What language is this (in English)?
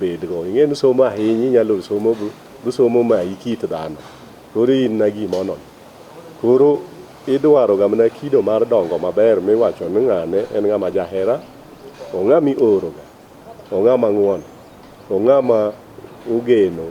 Luo (Kenya and Tanzania)